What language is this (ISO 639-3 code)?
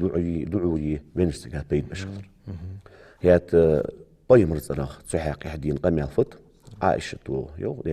inh